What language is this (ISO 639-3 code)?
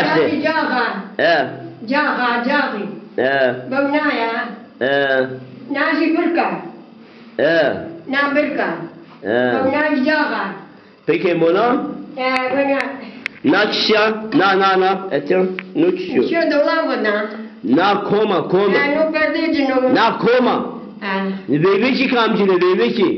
zza